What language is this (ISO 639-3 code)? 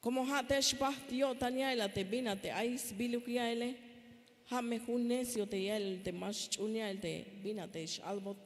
tzh